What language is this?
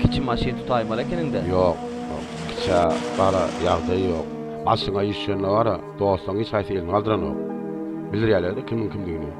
Turkmen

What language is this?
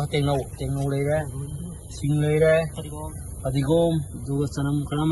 Manipuri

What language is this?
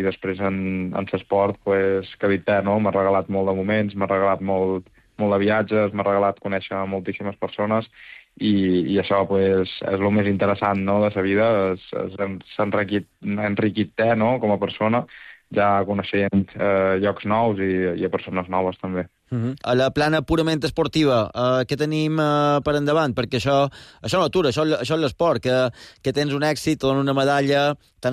Catalan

